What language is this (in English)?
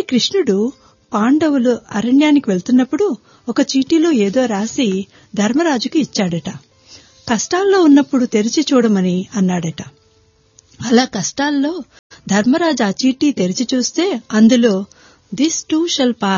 Telugu